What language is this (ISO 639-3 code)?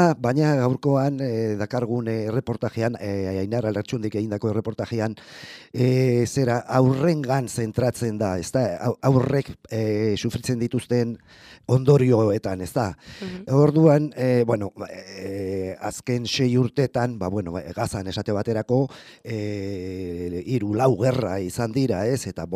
eus